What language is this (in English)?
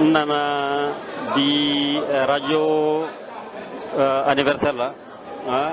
Bambara